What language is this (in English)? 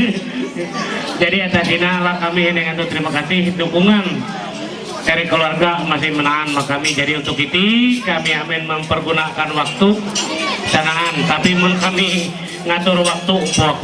Ma'anyan